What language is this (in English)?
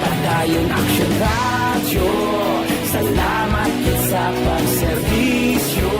Hiligaynon